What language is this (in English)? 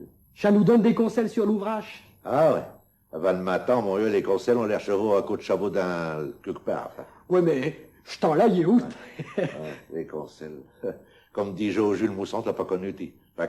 Picard